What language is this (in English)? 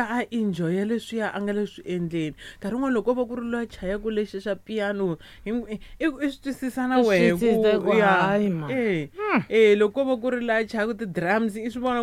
Tsonga